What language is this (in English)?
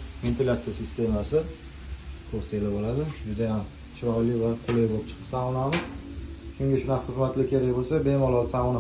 Uzbek